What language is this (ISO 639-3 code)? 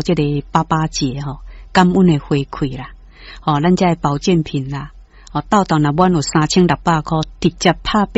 nan